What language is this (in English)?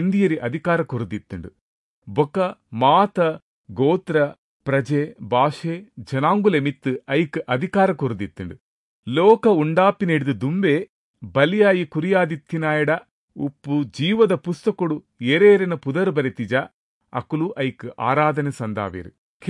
Tulu